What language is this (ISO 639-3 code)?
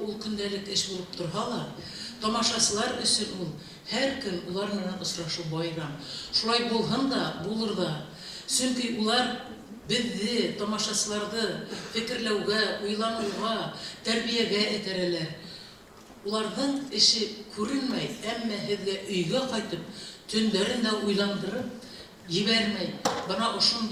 bak